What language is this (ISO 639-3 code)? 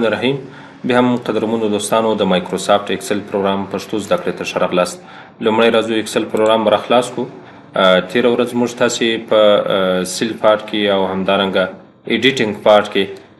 pus